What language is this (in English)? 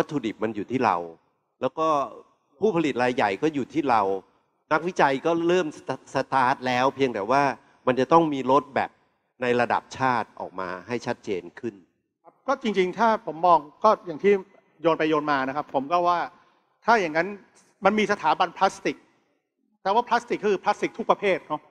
Thai